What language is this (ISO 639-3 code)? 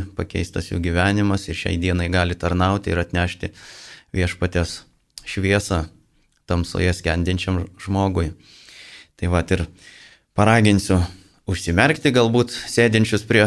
lit